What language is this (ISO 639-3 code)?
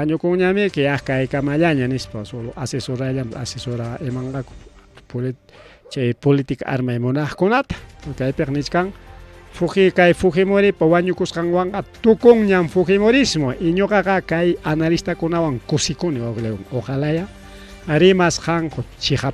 quy